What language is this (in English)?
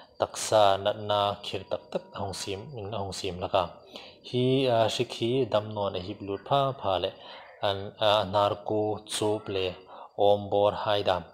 Hmar